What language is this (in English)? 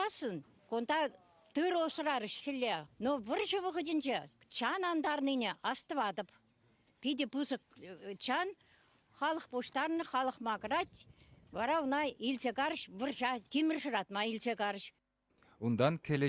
Chuvash